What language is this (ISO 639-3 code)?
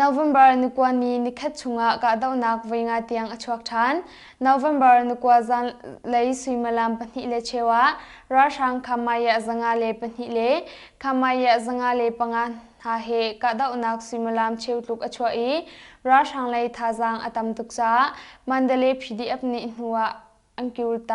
cnh